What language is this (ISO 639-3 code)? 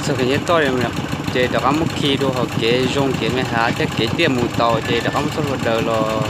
hmn